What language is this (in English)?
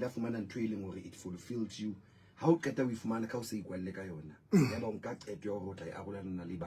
Southern Sotho